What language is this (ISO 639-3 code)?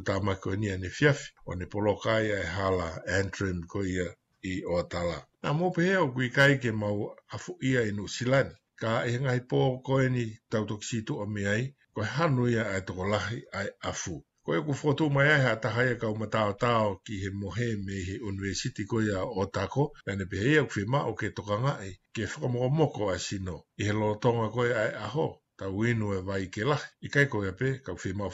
ton